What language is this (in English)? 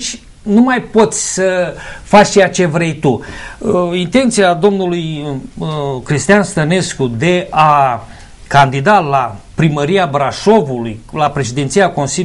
Romanian